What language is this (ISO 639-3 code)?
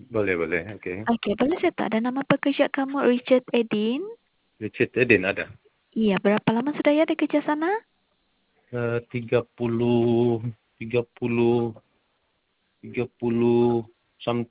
msa